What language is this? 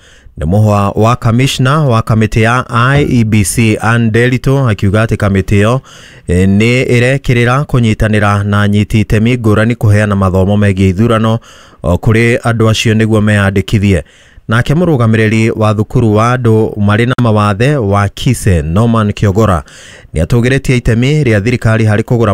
Kikuyu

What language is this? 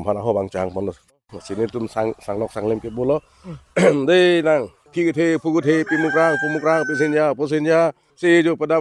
Karbi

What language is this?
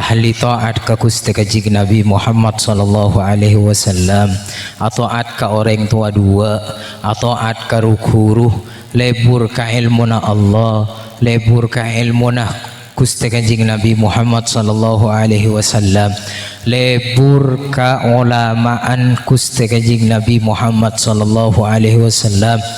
Madurese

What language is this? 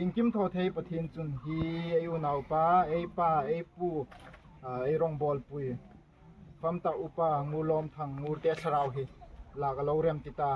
Hmar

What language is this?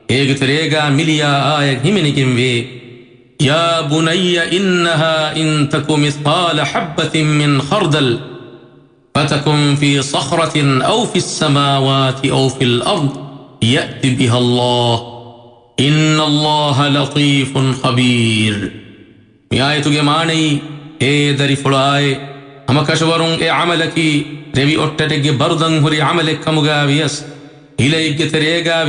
Divehi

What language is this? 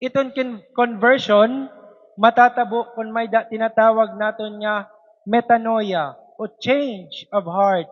Waray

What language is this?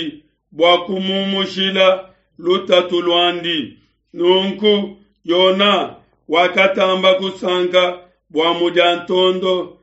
Luba-Lulua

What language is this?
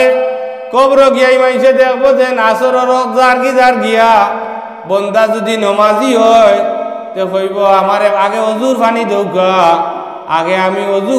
Sylheti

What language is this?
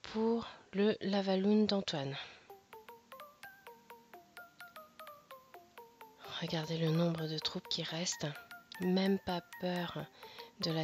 French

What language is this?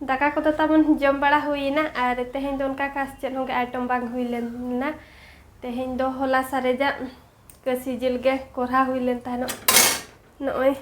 Santali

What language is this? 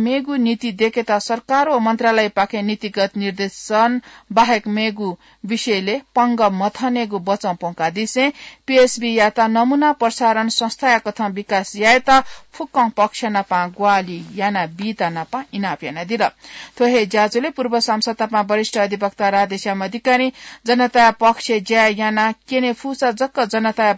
Newari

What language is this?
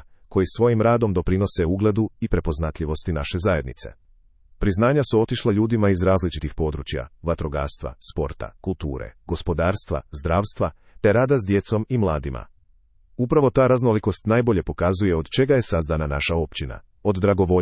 Croatian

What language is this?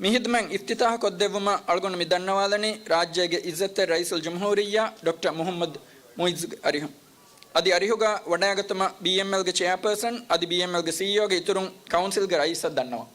Divehi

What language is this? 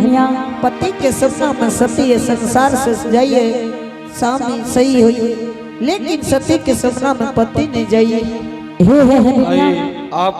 Angika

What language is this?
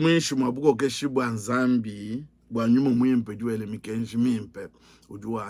Luba-Lulua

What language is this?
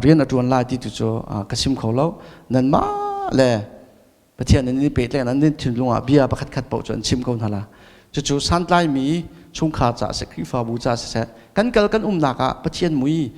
Hakha Chin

